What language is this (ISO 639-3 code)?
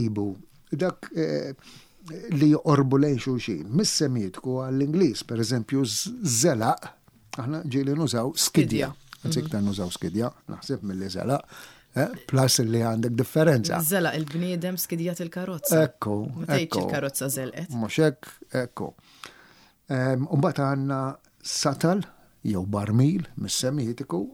mlt